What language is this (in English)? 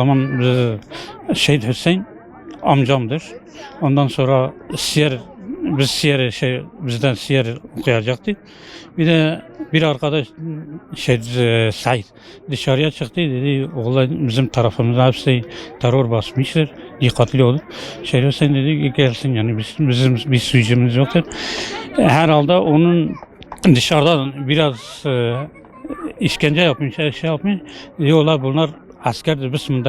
Kurdish